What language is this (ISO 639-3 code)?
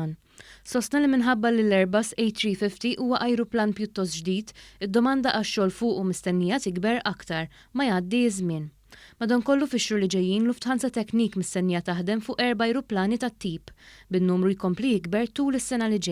mlt